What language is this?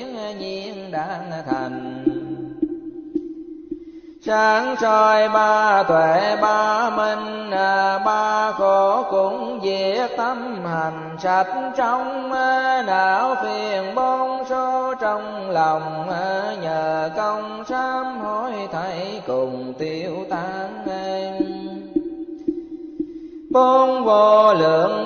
Vietnamese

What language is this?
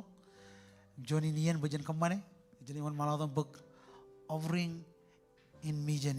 Marshallese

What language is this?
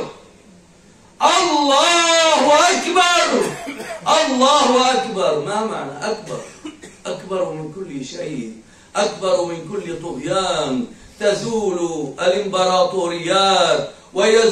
Arabic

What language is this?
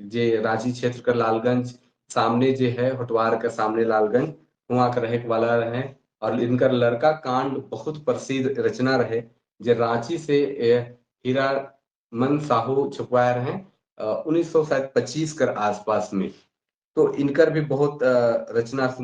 Sadri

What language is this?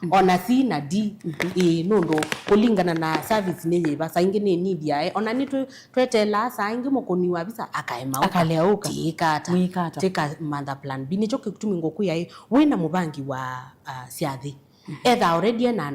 Kamba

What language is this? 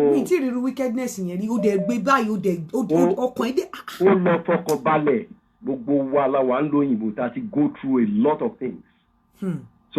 Yoruba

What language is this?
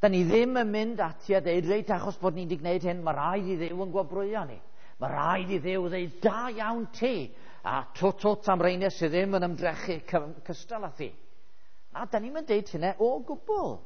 Welsh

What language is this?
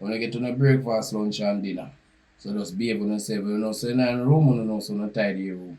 Jamaican Creole English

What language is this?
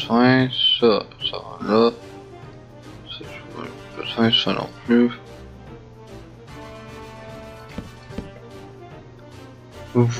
French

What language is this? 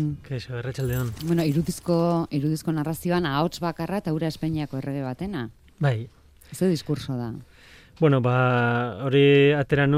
Basque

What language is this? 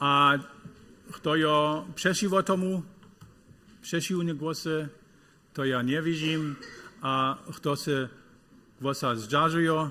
Upper Sorbian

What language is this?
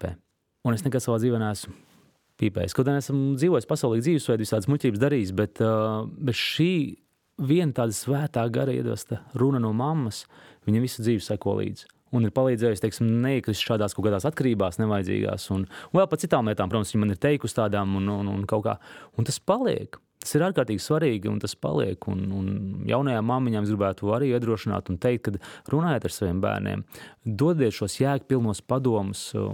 Latvian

